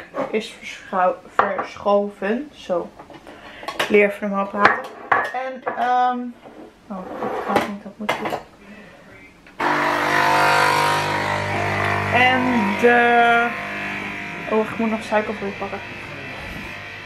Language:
Dutch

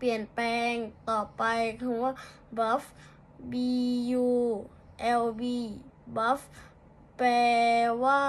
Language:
Lao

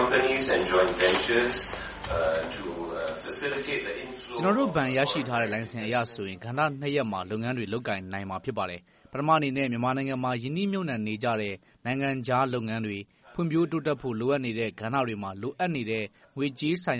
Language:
Burmese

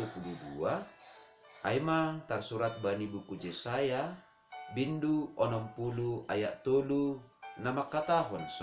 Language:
Batak Simalungun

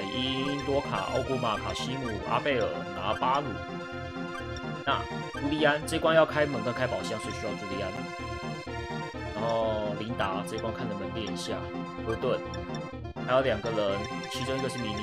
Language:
Chinese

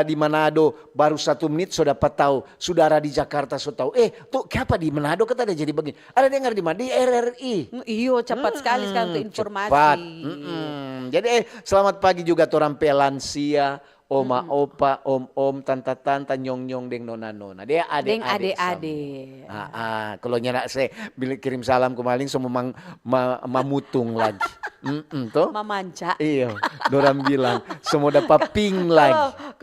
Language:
Manado Malay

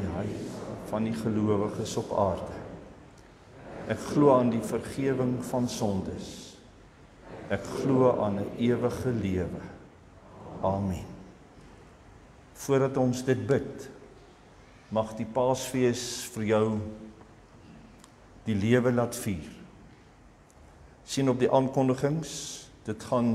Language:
Afrikaans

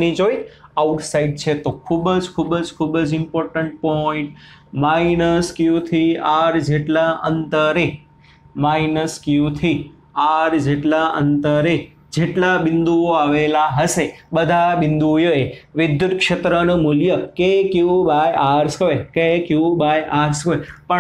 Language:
Gujarati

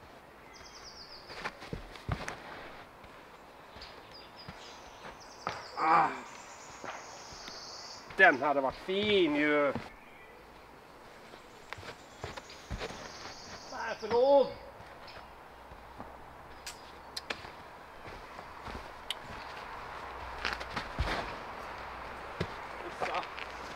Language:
Swedish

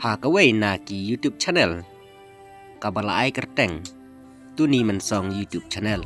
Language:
Khasi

